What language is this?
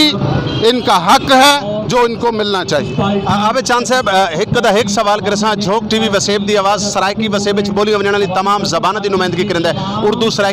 Saraiki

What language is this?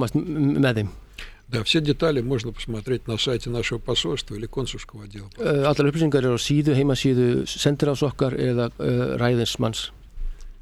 Icelandic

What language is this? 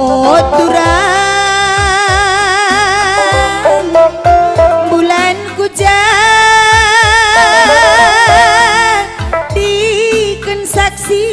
Batak Karo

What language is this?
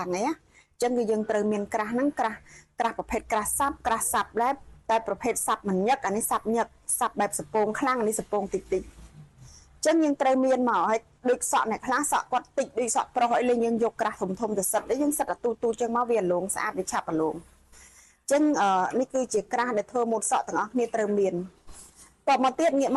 Khmer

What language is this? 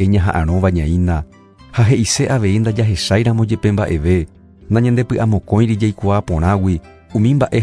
Guarani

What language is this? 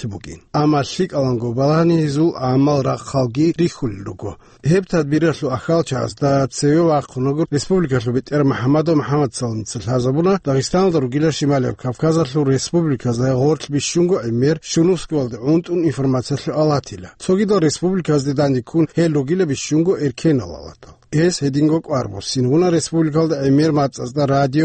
Avaric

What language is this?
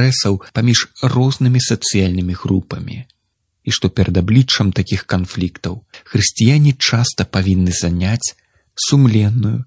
Belarusian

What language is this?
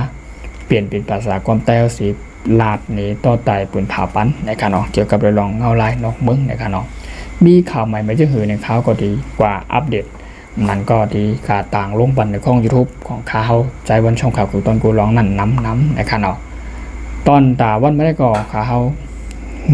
Shan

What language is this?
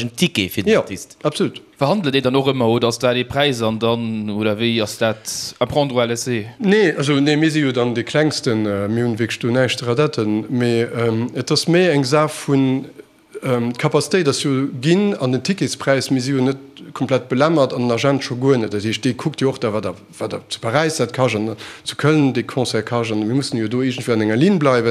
Luxembourgish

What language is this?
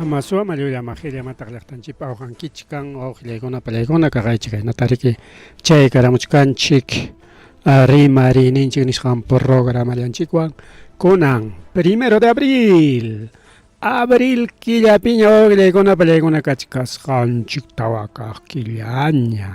Ayacucho Quechua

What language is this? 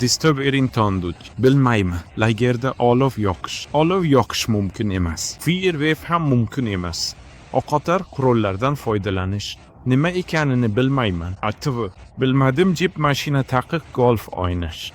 Uzbek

